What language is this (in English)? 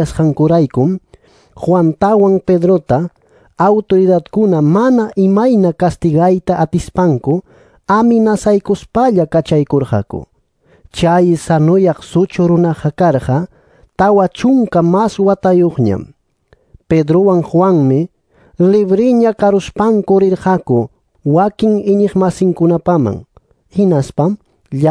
Quechua